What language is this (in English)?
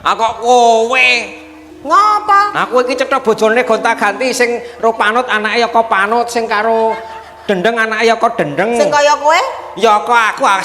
Javanese